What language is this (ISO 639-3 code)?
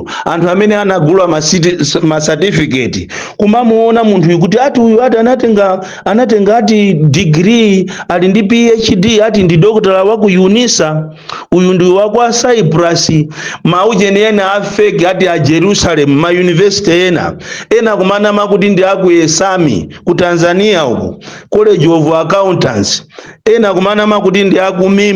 nya